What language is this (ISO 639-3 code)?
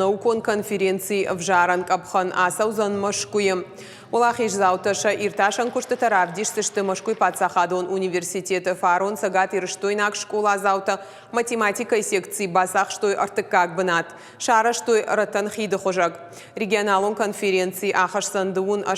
oss